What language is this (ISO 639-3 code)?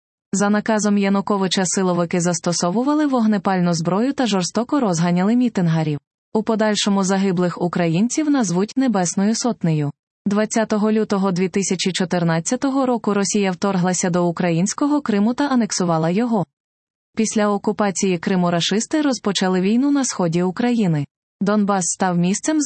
ukr